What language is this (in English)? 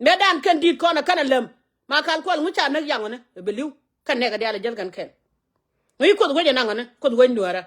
Nuer